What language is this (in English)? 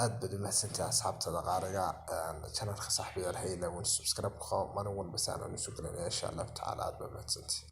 Somali